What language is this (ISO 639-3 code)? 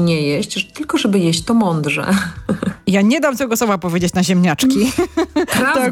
pol